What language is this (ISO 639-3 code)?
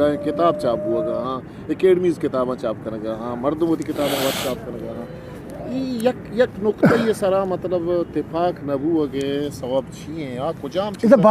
bgp